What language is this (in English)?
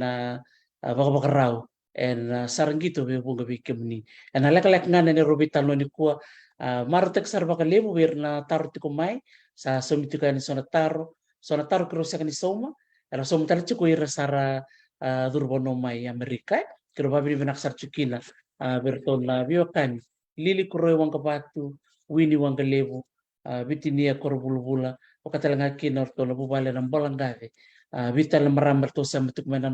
Fijian